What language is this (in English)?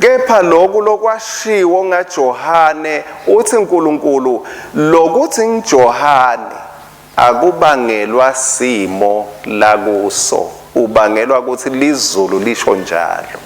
Swati